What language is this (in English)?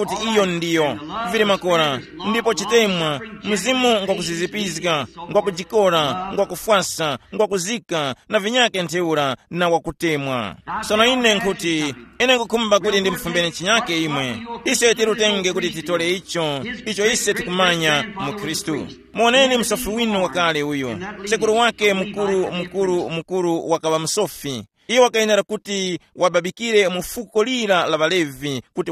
Tumbuka